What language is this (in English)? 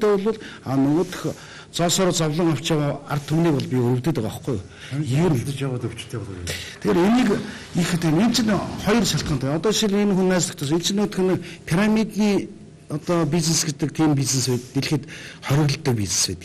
Mongolian